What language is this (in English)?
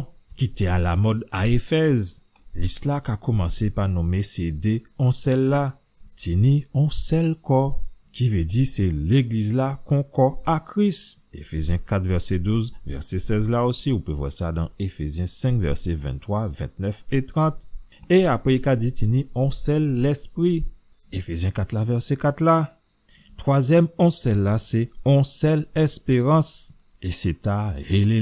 Guadeloupean Creole French